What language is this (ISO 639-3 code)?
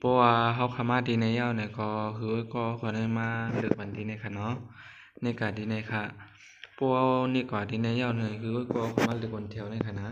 shn